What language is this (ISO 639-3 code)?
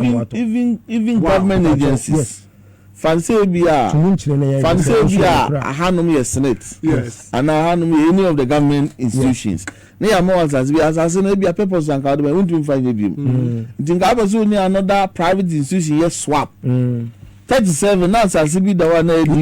aka